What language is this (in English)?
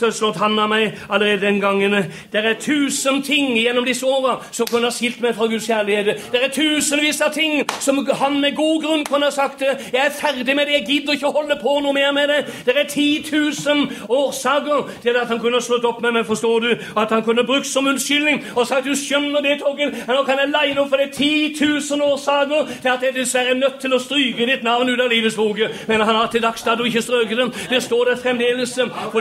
Norwegian